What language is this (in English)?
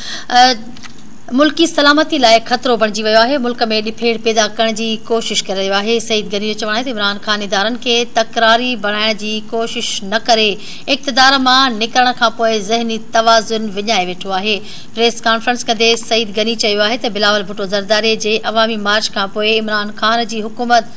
Sindhi